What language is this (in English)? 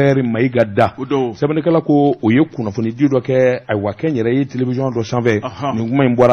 Bambara